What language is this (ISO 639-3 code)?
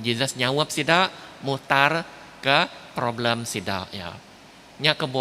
iba